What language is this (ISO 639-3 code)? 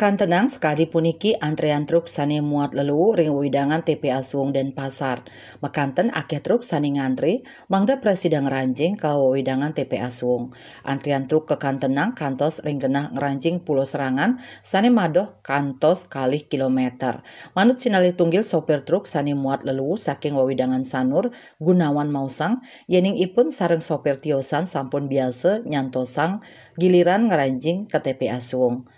ban